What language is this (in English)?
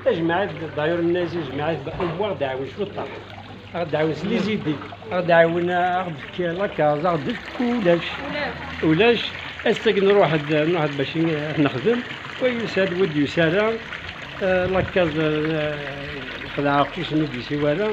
Kabyle